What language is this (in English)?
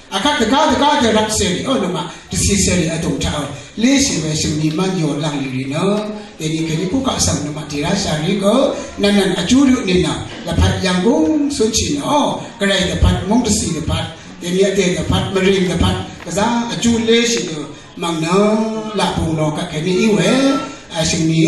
Rawang